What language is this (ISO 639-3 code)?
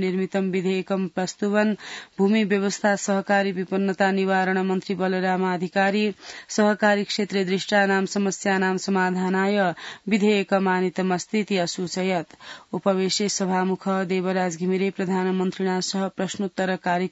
san